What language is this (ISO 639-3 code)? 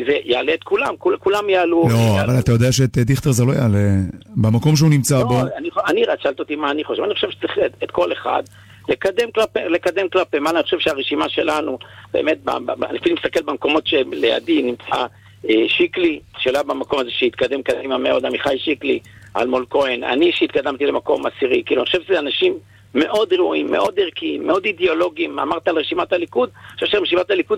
heb